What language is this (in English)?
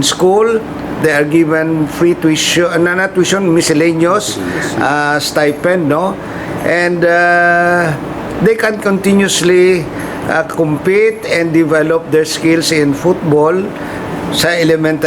Hiligaynon